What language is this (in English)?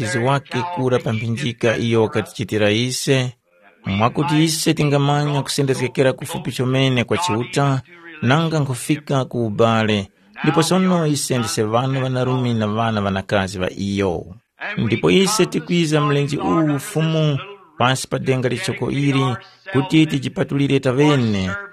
Tumbuka